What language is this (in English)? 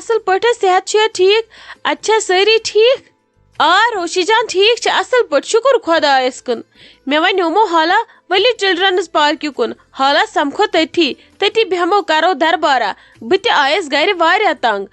Kashmiri